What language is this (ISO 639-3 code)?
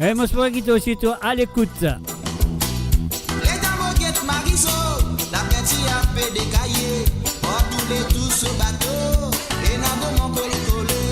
mfe